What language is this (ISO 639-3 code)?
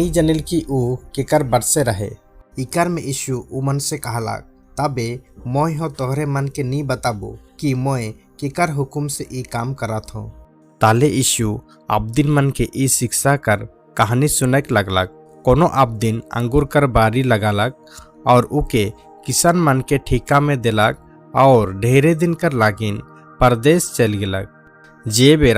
sck